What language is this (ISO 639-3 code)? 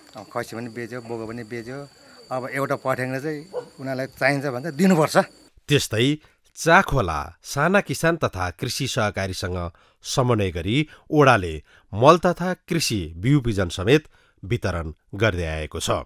nep